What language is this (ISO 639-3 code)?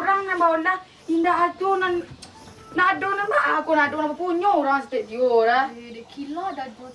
min